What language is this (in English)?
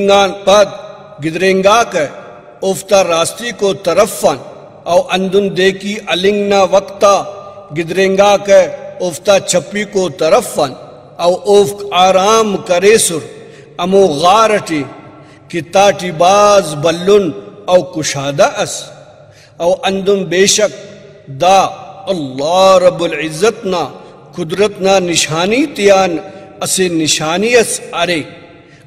Brahui